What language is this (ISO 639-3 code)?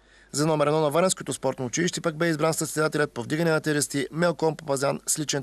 bul